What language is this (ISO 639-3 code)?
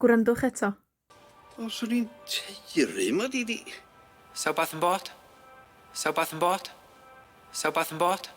cym